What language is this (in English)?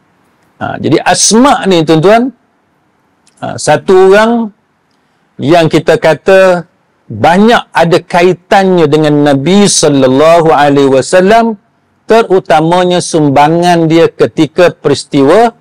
Malay